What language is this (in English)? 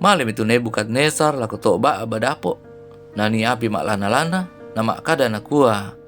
Toraja-Sa'dan